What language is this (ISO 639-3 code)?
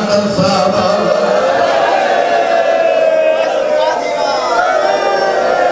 urd